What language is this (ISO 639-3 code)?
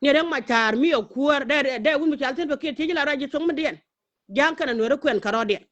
nus